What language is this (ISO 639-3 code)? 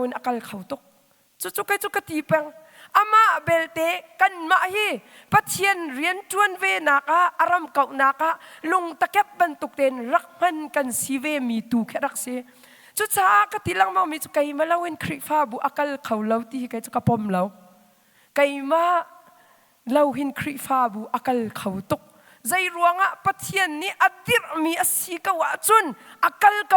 cnh